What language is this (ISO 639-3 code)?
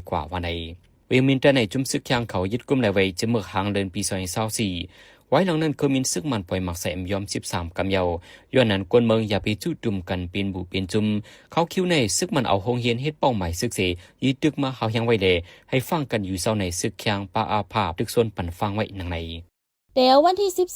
shn